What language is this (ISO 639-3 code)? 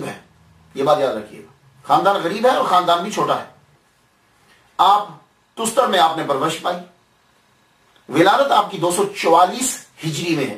urd